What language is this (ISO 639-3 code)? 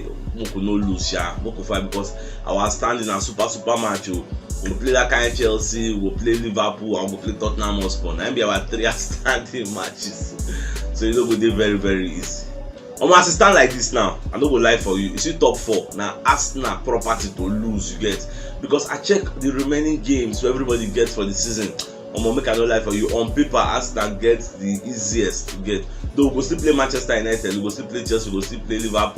pcm